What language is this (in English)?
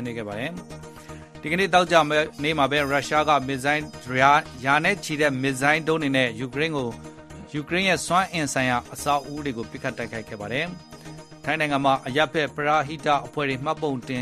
Burmese